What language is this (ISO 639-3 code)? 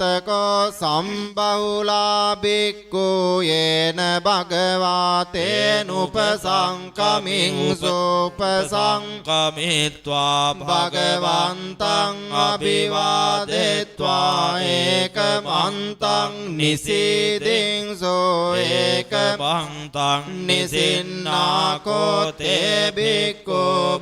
pli